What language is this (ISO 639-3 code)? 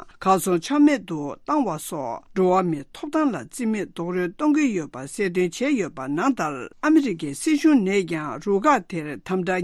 bod